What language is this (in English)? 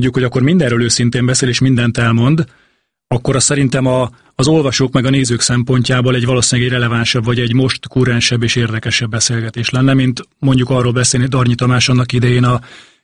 Hungarian